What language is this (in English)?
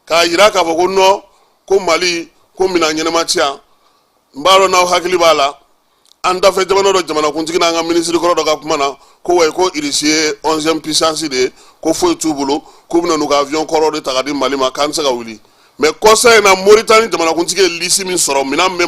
Bambara